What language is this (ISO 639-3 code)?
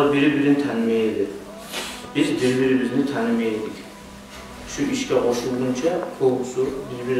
kum